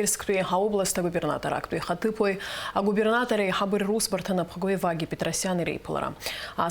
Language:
Abkhazian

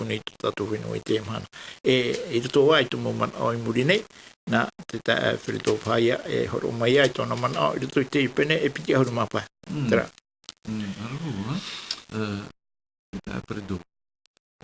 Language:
Tahitian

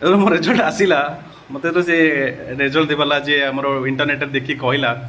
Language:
Odia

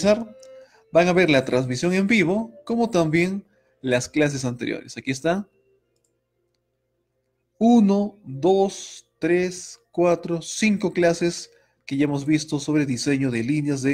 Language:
Spanish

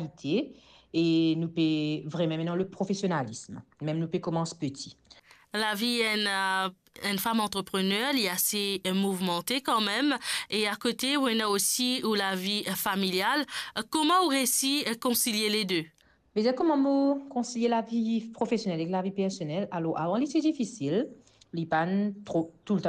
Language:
Morisyen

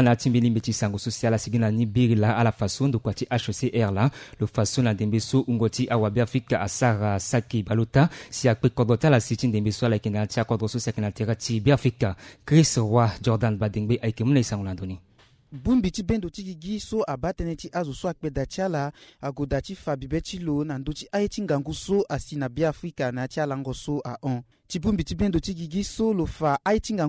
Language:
Sango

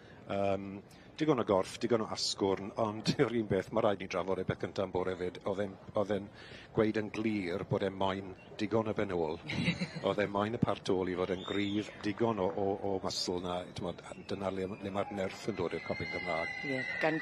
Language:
Welsh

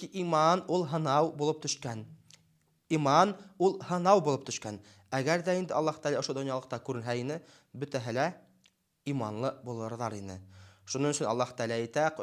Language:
Bashkir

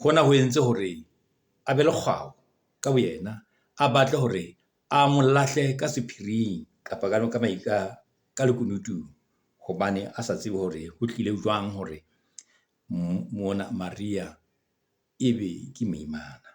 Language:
Southern Sotho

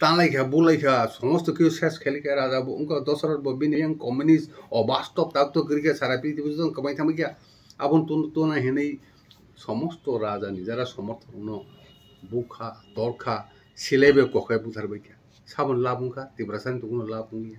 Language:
Kok Borok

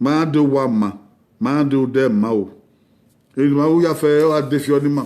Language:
Bini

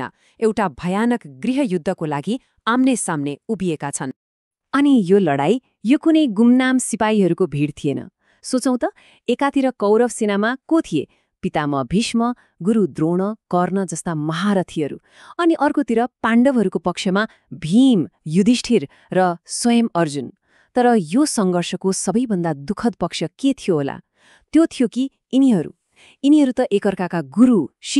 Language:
Nepali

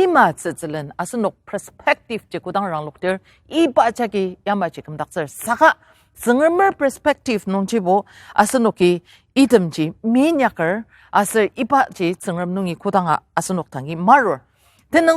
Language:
Ao Naga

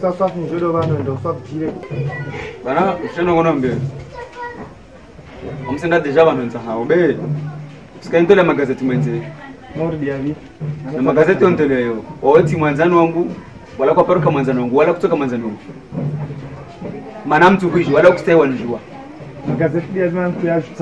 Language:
Swahili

